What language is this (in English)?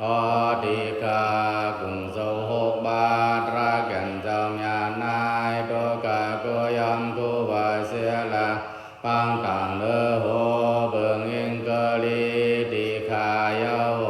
Pali